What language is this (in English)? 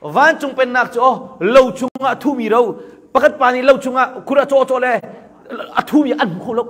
Hakha Chin